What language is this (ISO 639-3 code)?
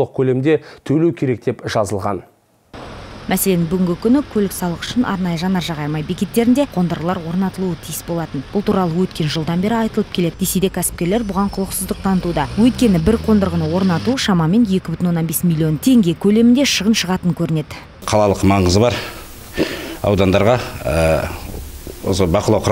kaz